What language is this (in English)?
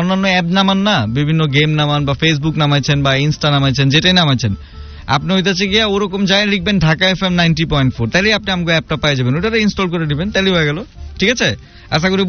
Bangla